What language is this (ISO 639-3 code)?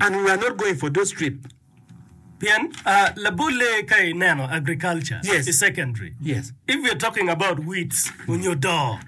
ach